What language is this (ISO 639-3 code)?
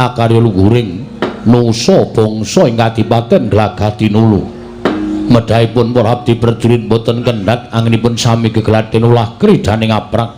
jav